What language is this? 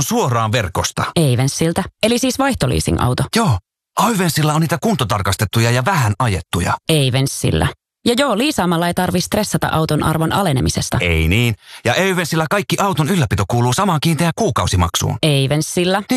Finnish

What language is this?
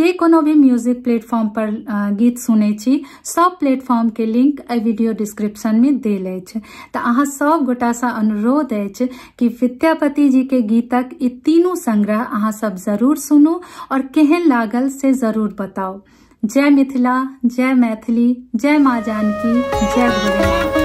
Maithili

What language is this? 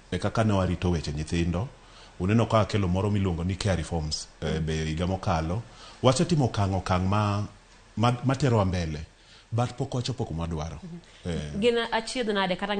Luo (Kenya and Tanzania)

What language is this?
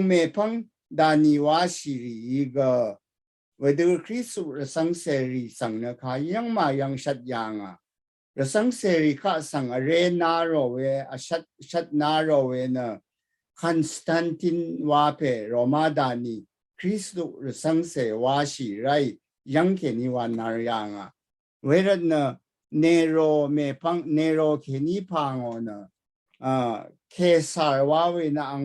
Rawang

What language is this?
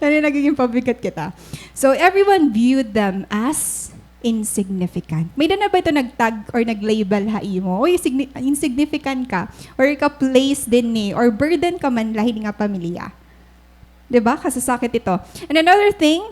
Waray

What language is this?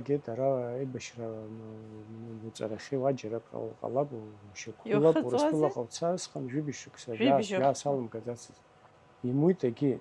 Abkhazian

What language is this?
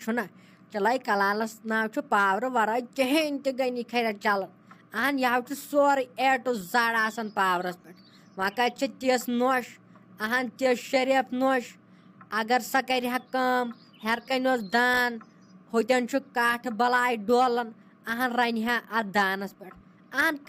Kashmiri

